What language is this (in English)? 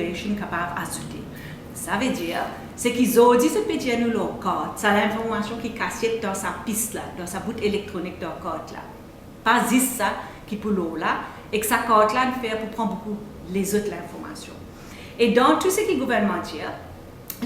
Morisyen